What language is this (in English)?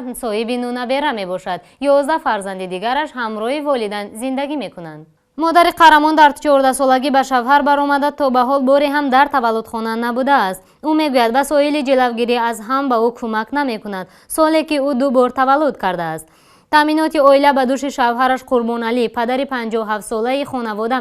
Tajik